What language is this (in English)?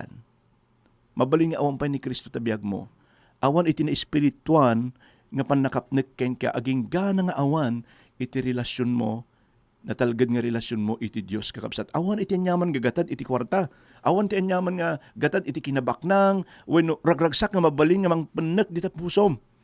Iloko